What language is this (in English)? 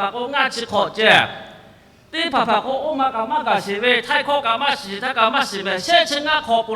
Lahu